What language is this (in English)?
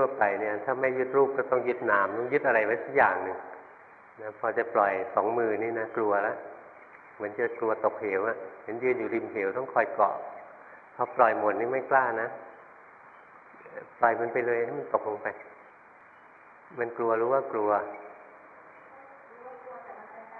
Thai